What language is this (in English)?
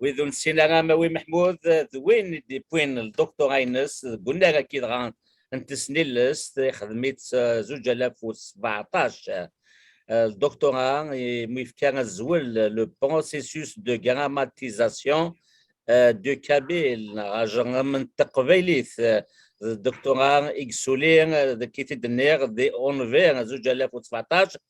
Kabyle